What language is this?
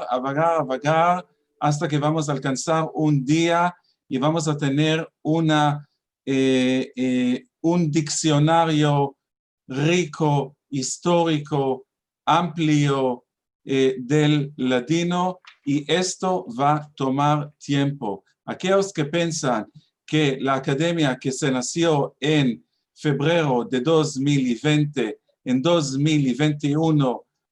Ladino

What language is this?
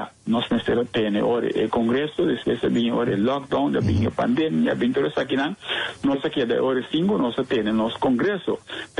Papiamento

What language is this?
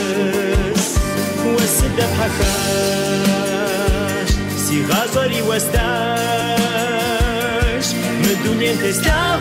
Kabardian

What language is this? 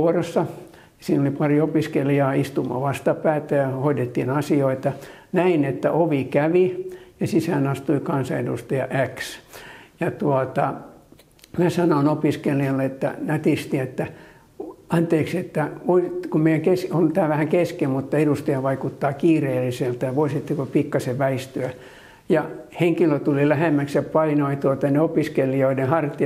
Finnish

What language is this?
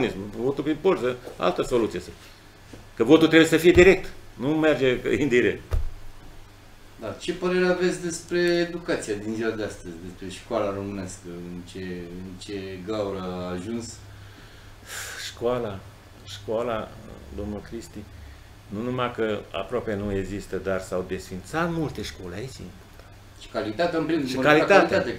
Romanian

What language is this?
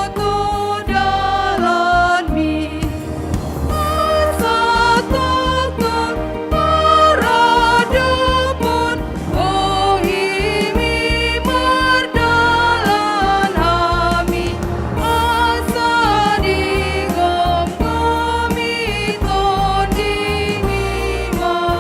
Batak Toba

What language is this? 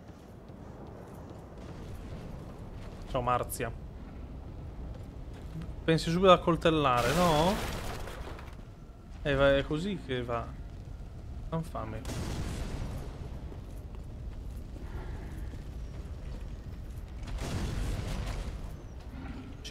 Italian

